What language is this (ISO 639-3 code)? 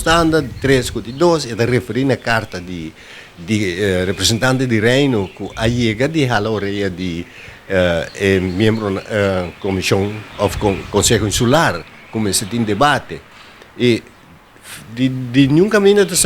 pap